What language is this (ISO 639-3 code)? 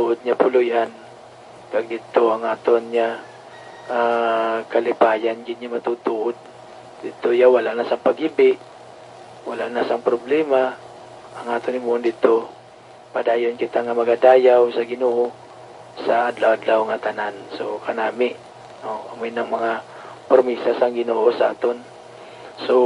hil